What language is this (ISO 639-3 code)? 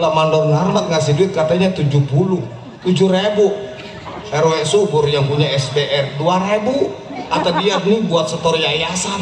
bew